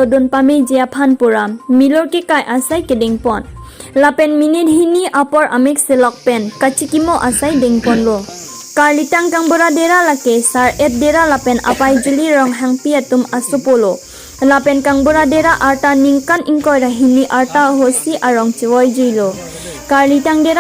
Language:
Karbi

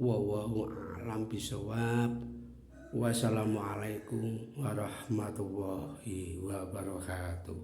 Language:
Javanese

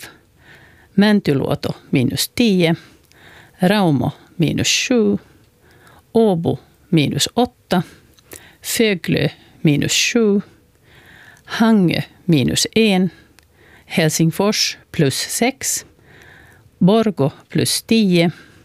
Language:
Swedish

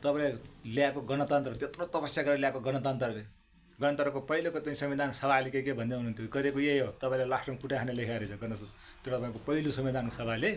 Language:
Nepali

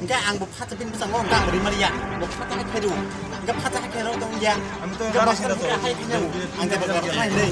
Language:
Kok Borok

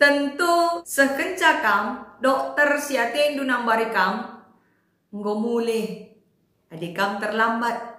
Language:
Batak Karo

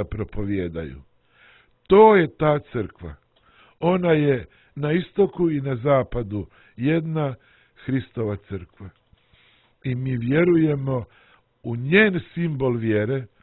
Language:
Serbian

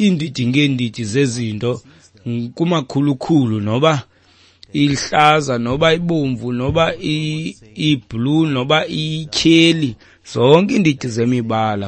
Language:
Xhosa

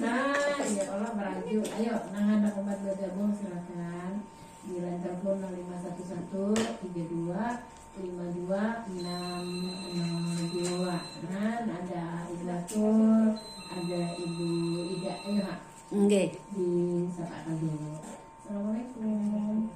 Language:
Banjar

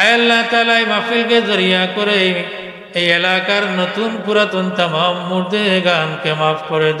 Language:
Sylheti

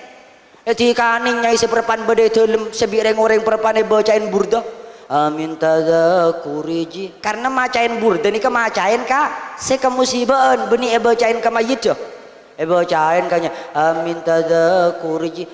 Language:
Madurese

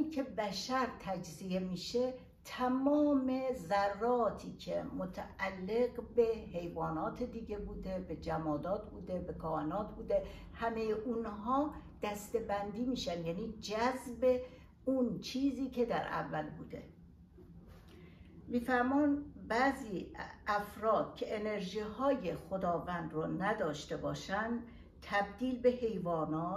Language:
Persian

